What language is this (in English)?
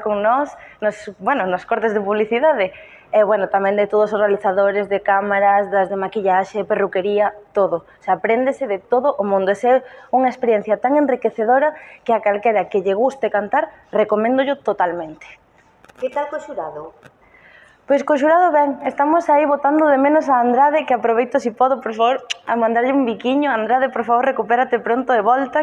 Galician